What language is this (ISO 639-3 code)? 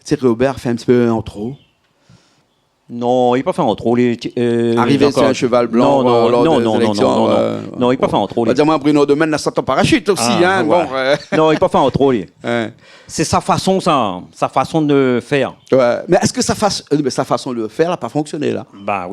rcf